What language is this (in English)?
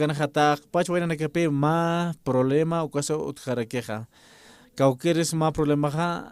Aymara